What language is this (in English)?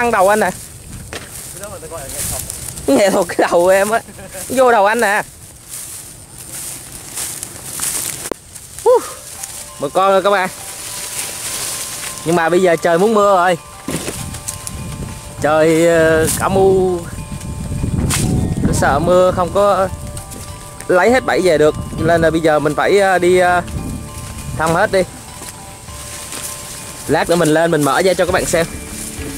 Vietnamese